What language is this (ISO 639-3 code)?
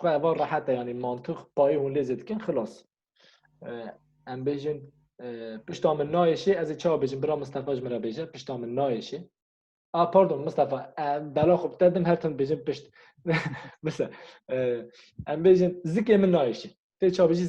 kur